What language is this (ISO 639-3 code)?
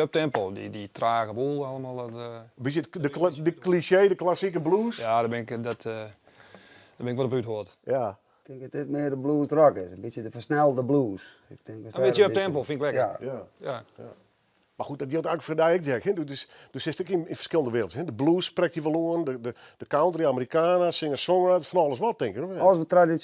fry